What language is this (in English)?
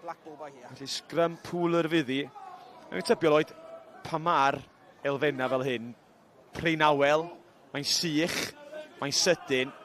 Welsh